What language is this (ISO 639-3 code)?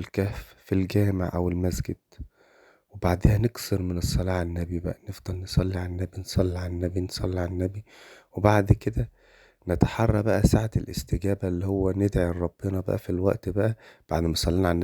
arz